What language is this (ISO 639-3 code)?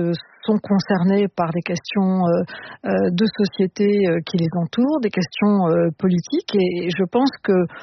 fra